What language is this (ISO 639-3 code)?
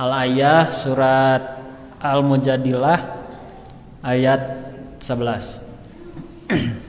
sun